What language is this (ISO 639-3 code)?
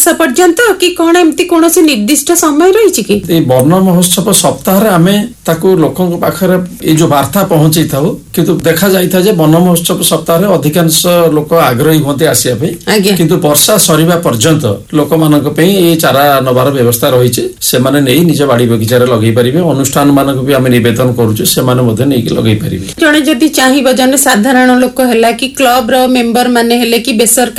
ori